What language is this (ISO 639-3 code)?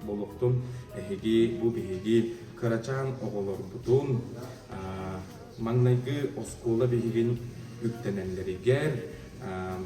sah